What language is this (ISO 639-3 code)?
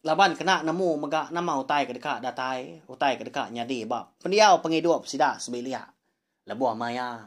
iba